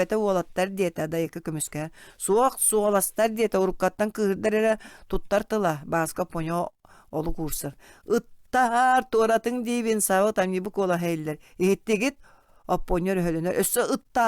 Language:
Yakut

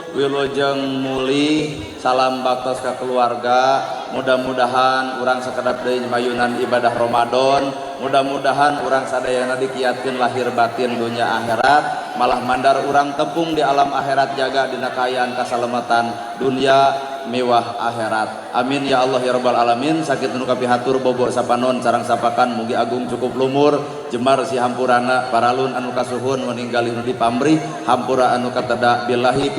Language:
Sundanese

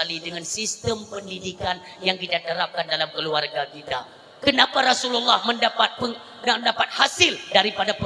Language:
Achinese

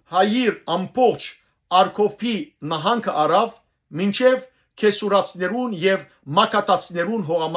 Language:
Western Armenian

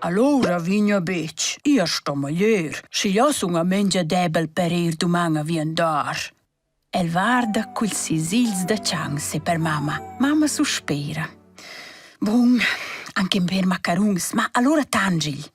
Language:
Romansh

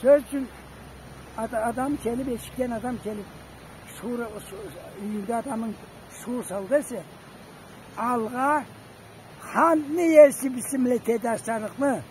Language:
Karachay-Balkar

